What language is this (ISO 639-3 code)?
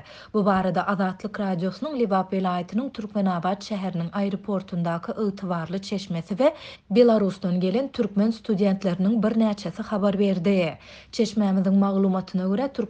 tuk